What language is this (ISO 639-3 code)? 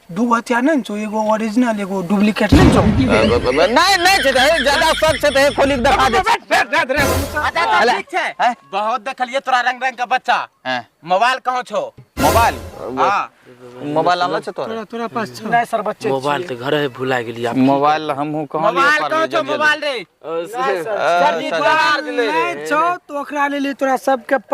mai